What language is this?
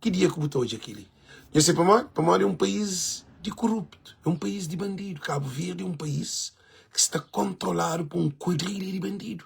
Kabuverdianu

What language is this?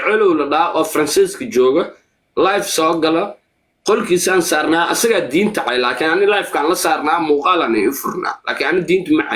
Somali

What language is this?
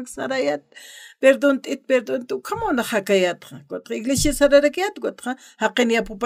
Aymara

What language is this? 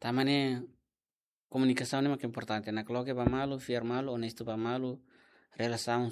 Tetum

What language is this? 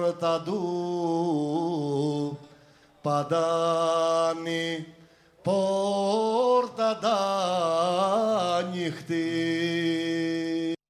Greek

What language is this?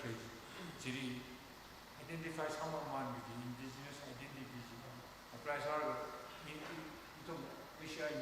Tangkhul Naga (India)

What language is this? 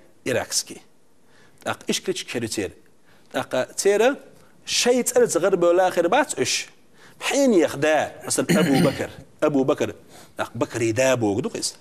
Chechen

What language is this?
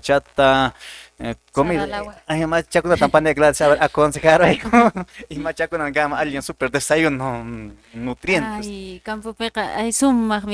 Quechua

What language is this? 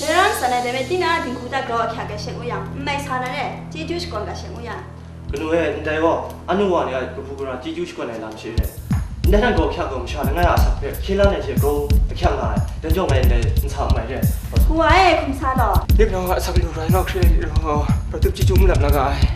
Kachin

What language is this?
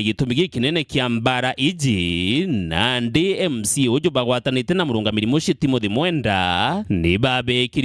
Meru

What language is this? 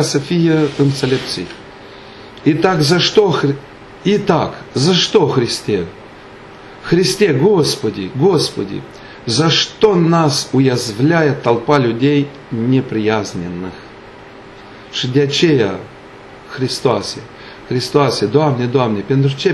Romanian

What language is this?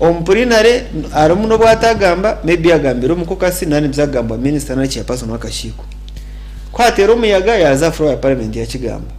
Nyankole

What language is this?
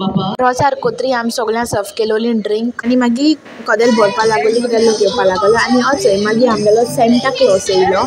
Konkani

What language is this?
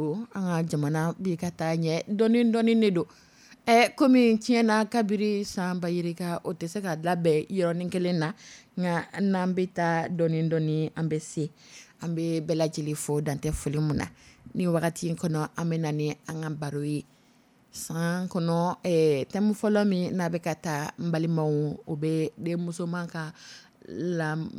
Dyula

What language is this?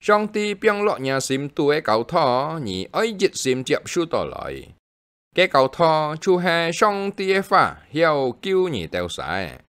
Hakka Chinese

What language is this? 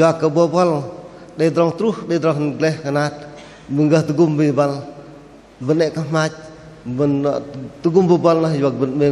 Bahnar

